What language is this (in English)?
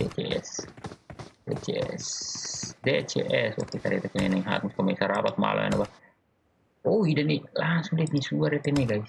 Tetum